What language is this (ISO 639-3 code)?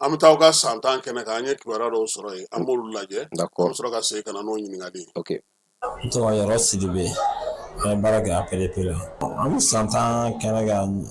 bam